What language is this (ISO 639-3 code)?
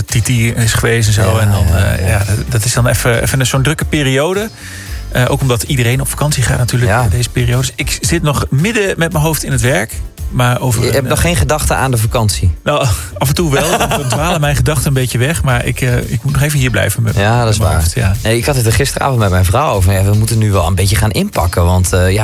nld